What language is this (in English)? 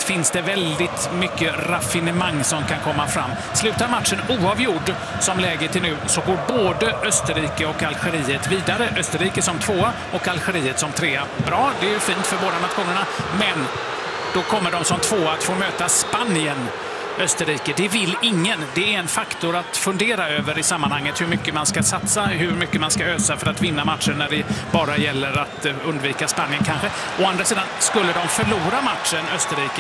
Swedish